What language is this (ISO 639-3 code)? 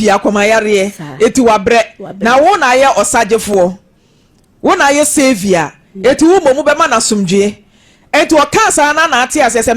aka